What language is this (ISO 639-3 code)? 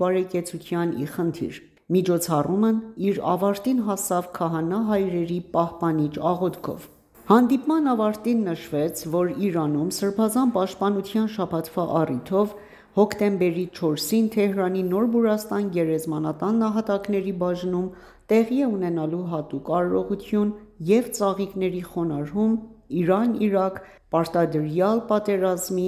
hye